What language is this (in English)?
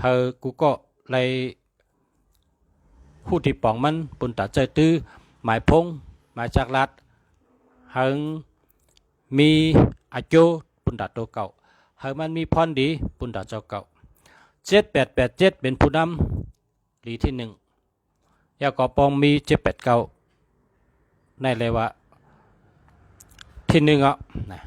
Shan